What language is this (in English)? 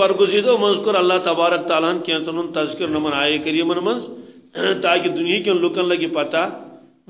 Kashmiri